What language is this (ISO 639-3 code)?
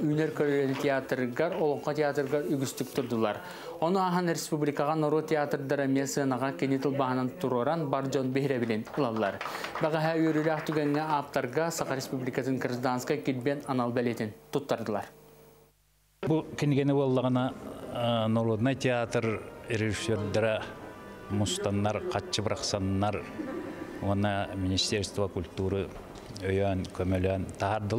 sah